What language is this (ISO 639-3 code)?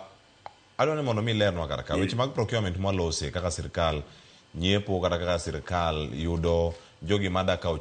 luo